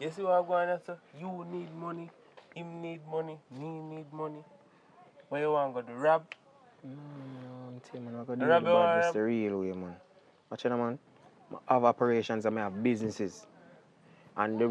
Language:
Jamaican Creole English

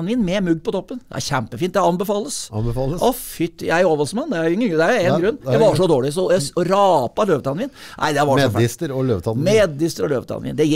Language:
Norwegian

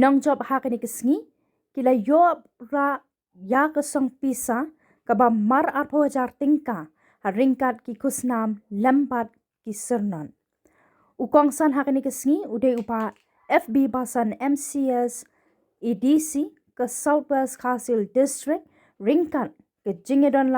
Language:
Khasi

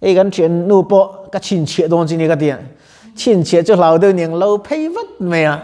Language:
Mizo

